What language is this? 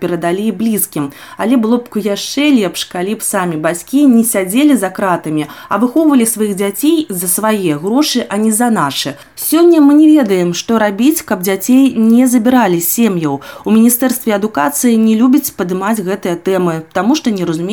Belarusian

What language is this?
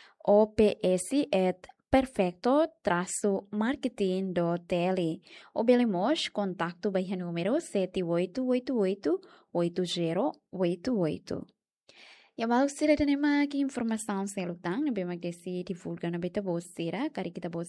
Tetum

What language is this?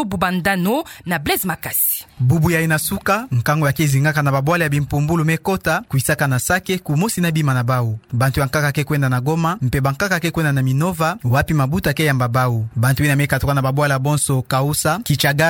Kituba (Democratic Republic of Congo)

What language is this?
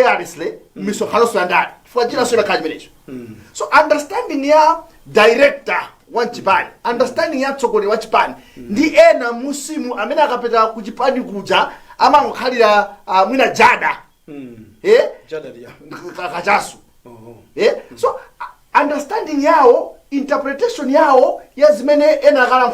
Nyanja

